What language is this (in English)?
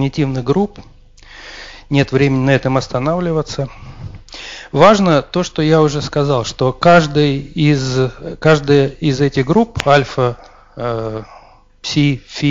Russian